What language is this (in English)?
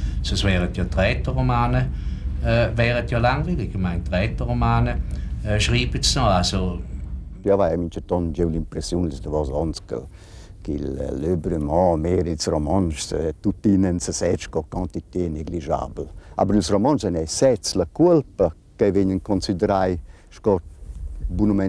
Romansh